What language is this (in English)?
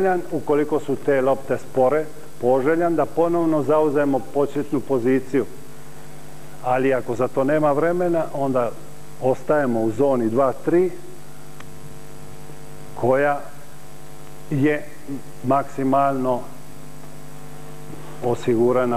Croatian